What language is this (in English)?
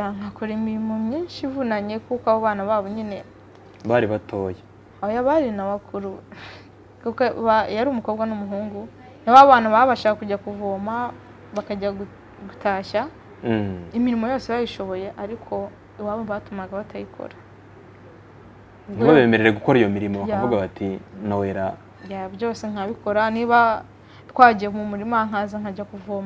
Kinyarwanda